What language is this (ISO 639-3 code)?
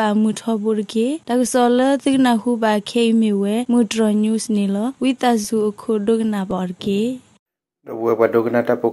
ksw